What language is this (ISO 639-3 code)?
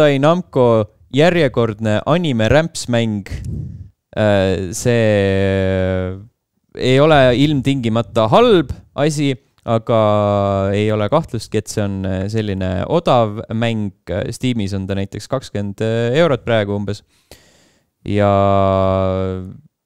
est